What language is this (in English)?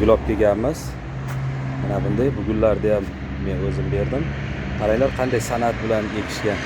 Uzbek